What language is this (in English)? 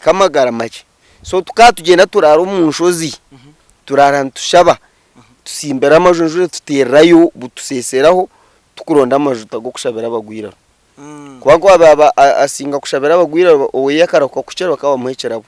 Nyankole